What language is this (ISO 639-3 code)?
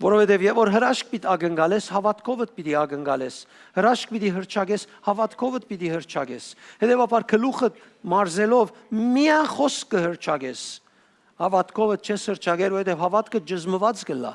hyw